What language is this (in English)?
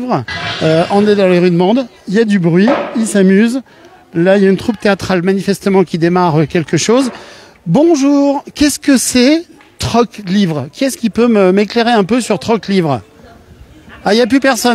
French